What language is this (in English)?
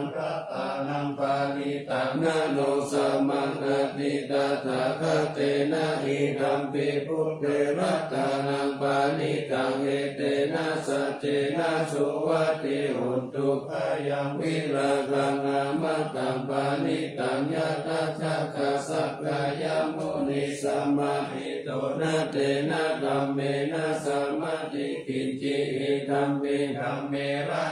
Pali